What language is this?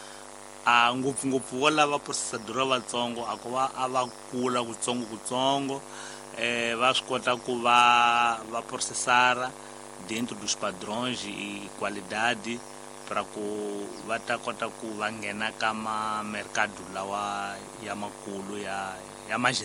Tsonga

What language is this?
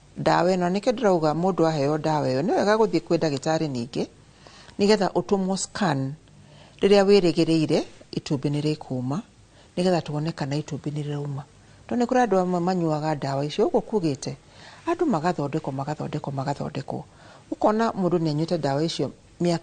Kikuyu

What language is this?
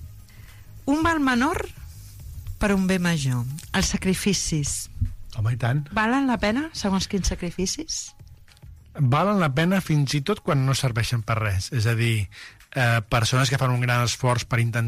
Catalan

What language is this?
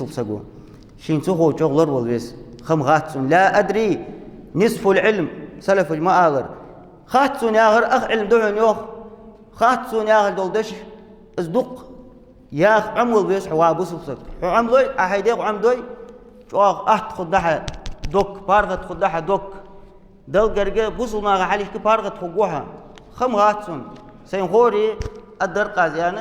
Ingush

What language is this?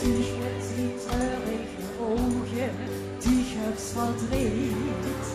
Limburgish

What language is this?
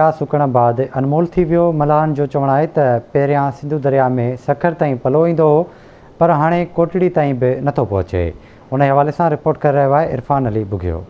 Sindhi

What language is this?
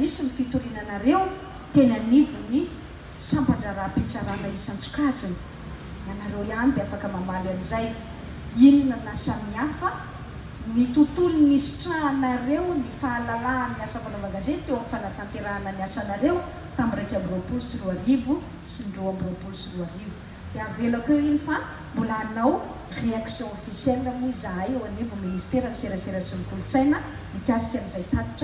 Malagasy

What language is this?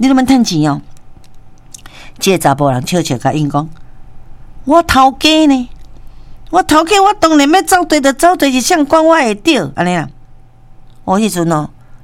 Min Nan Chinese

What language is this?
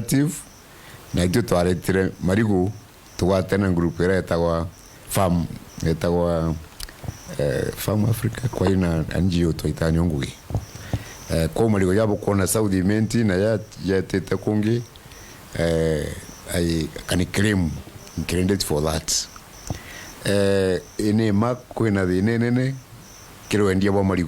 Meru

